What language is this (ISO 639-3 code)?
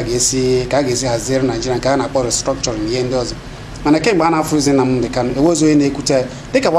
ibo